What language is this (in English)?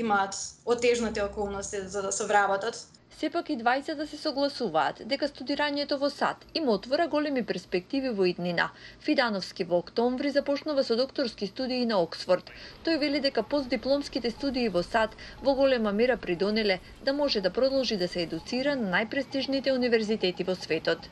Macedonian